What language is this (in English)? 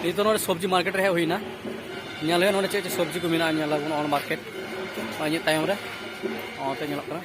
Santali